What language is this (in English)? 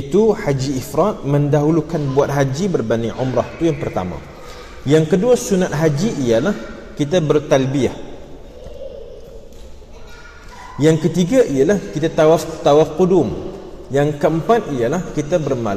Malay